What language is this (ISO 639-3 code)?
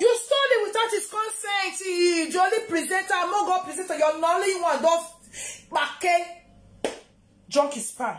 pcm